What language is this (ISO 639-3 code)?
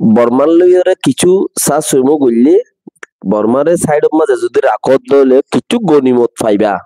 rhg